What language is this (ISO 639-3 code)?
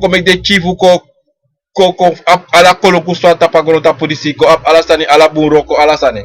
srn